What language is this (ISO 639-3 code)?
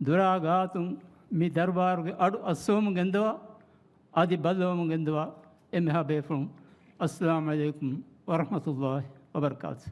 div